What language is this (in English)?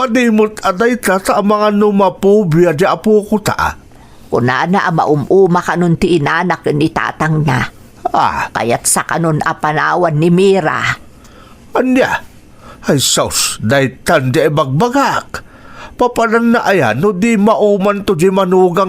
Iloko